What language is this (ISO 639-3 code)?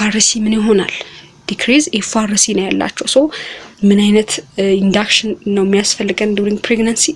amh